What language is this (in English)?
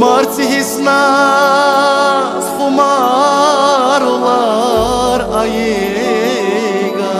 Tabassaran